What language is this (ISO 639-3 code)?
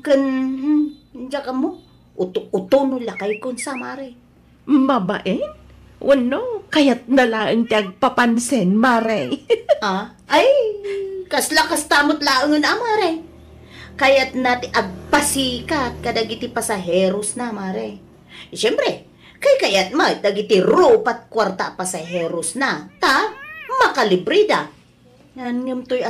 ilo